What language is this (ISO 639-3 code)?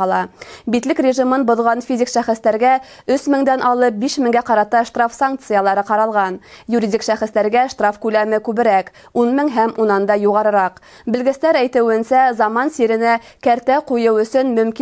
bak